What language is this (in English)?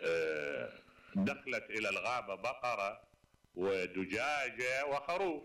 Mesopotamian Arabic